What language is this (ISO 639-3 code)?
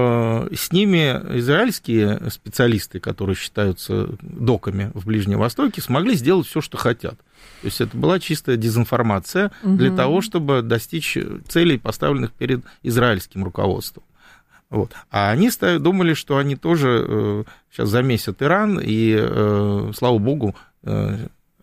rus